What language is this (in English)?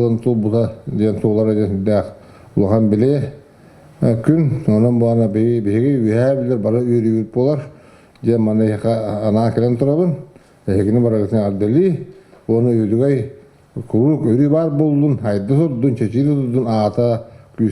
Yakut